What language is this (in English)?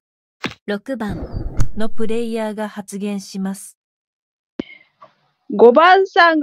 Japanese